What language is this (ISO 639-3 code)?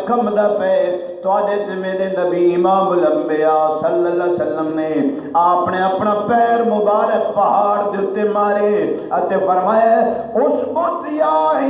skr